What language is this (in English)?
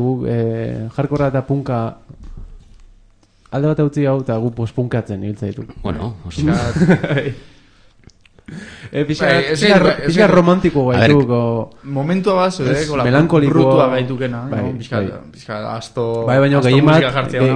Basque